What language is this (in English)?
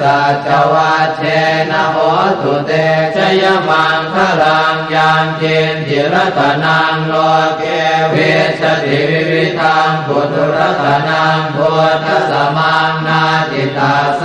Pali